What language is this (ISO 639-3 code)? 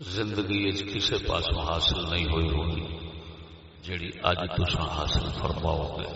skr